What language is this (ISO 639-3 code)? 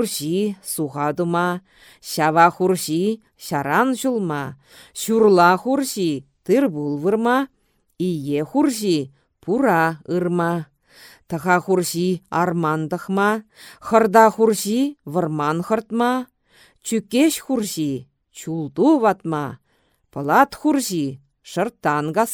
chv